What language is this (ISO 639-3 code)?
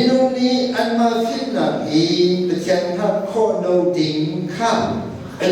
cnh